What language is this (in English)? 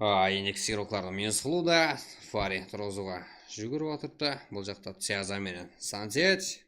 Kara-Kalpak